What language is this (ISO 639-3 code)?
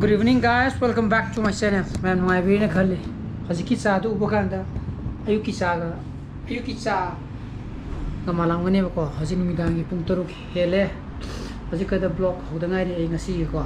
mni